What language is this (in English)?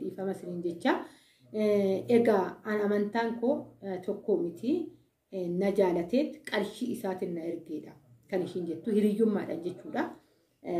Oromo